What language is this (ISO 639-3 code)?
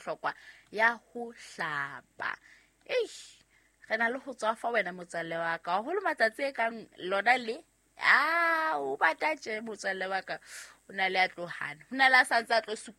sot